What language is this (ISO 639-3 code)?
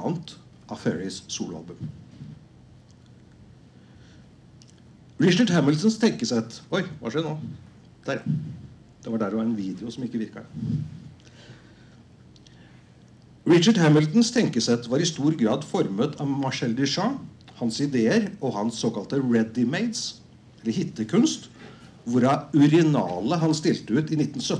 nor